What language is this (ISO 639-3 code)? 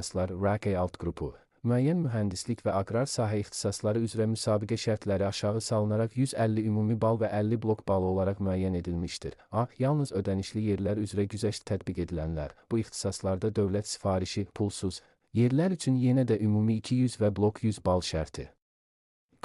aze